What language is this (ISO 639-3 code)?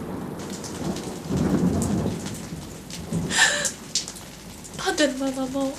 kab